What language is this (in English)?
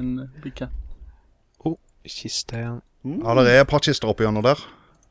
Norwegian